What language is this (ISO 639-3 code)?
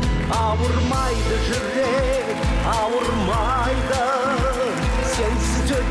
kaz